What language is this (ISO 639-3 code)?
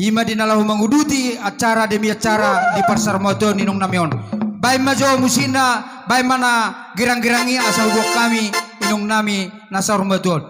bbc